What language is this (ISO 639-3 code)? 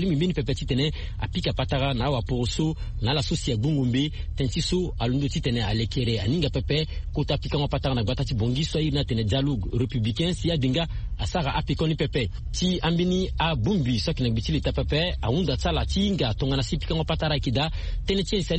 sag